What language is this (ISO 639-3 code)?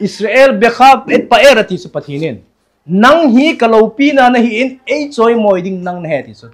tcz